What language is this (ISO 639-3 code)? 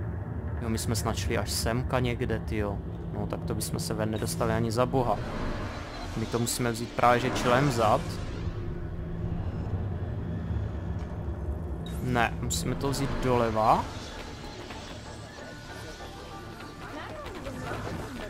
ces